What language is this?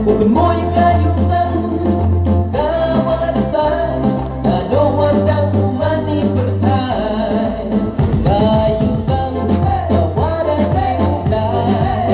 Khasi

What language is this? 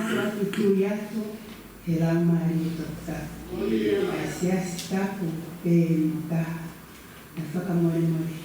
Tongan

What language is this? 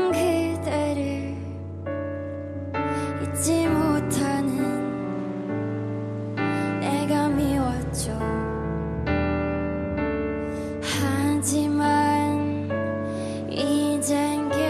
Korean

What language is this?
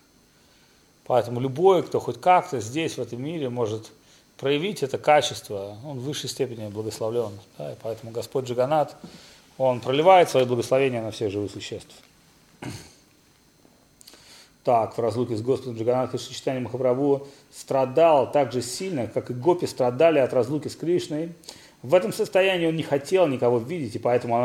Russian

